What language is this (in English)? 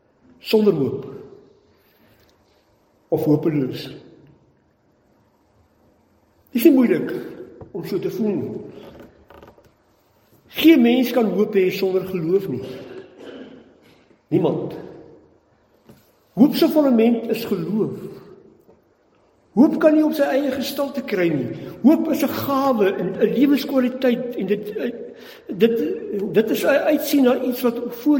Afrikaans